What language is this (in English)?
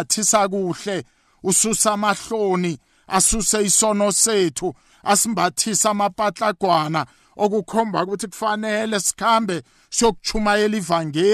South Ndebele